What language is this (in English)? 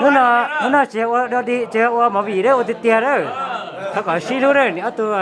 Hmong